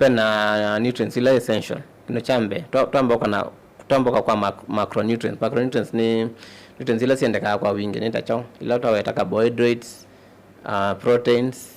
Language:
Kamba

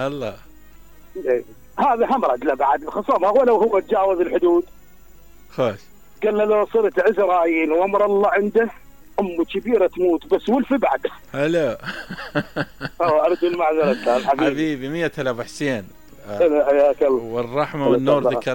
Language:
Mesopotamian Arabic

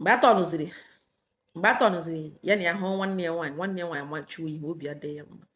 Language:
Igbo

